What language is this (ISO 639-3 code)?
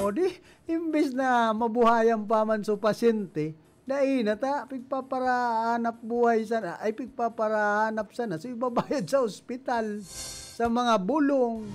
bik